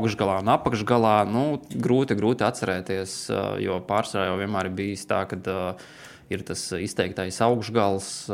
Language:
Latvian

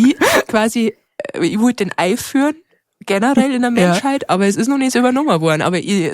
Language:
Bavarian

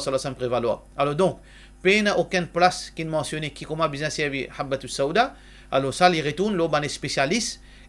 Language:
Morisyen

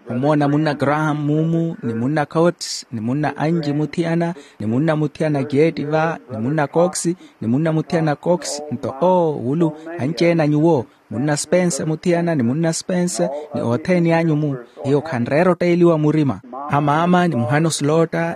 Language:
Makhuwa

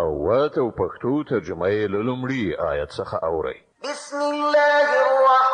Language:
Pashto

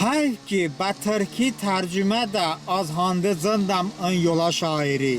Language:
Talysh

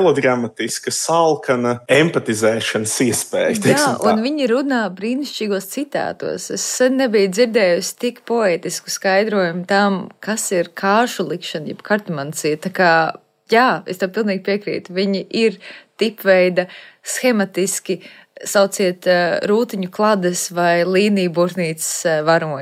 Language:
Latvian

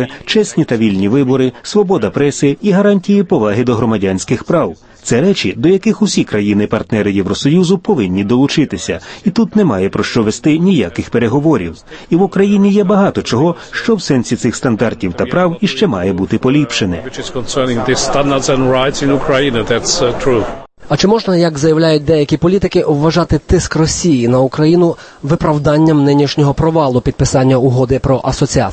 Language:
Ukrainian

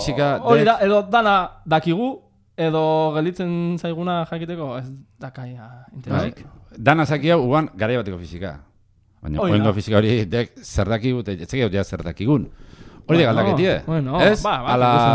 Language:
Basque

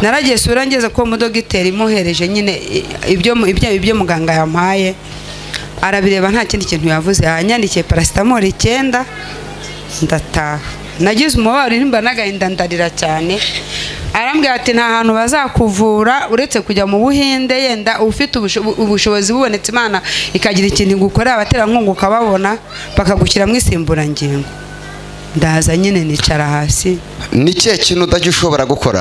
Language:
Kinyarwanda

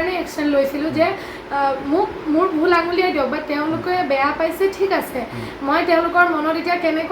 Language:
Assamese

